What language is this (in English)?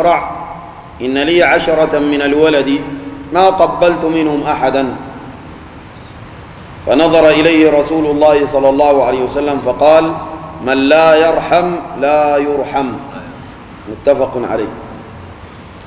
Sudanese Arabic